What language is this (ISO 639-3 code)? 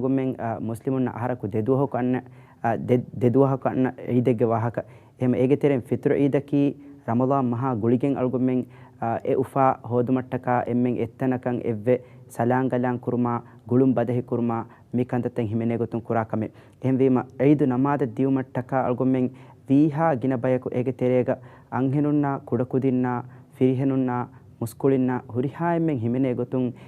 div